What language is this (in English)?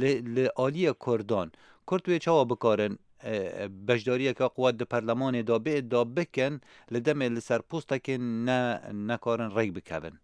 Kurdish